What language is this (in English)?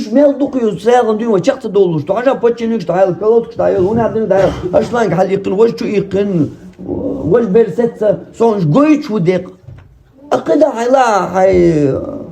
Chechen